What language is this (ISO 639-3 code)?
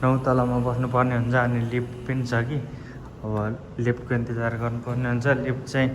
nep